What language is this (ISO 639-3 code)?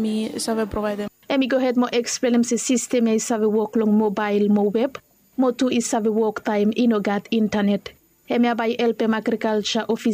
bis